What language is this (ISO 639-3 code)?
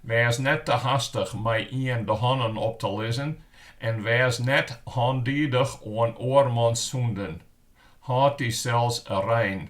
fry